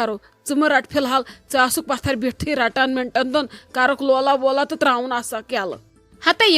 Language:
Kashmiri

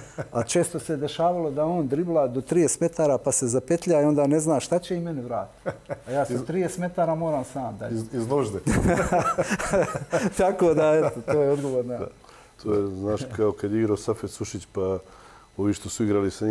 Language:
Serbian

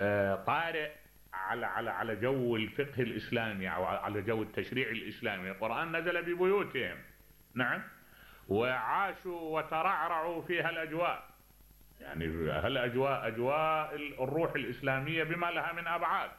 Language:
Mesopotamian Arabic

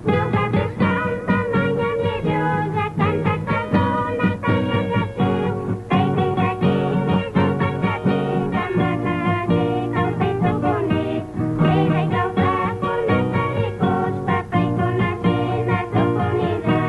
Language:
Chimborazo Highland Quichua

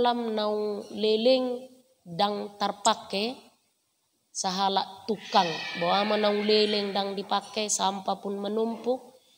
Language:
Batak Toba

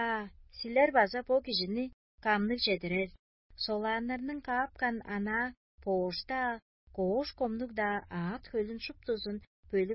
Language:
Tuvinian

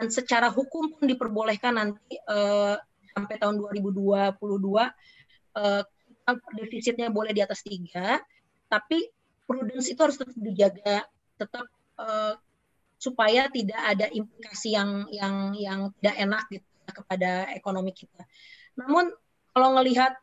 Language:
Indonesian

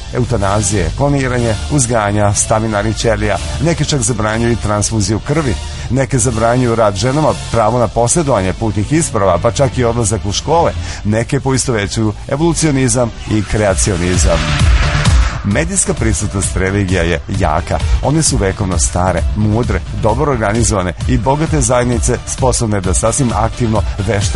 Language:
Serbian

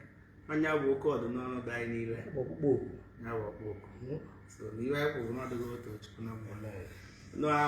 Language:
Igbo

